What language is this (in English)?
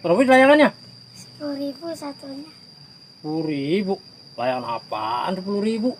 Betawi